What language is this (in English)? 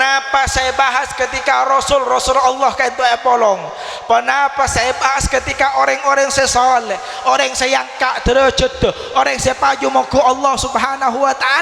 Madurese